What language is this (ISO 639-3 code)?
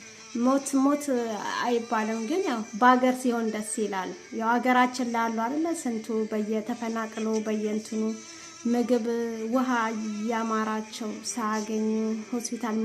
amh